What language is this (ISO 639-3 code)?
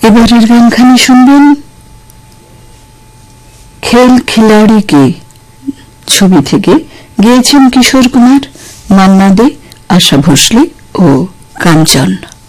ben